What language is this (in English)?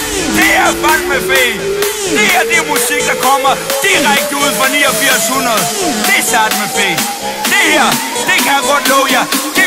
Danish